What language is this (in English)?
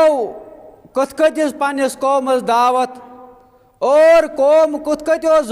Kashmiri